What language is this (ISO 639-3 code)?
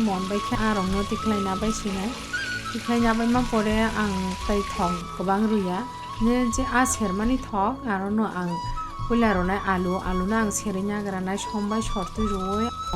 trp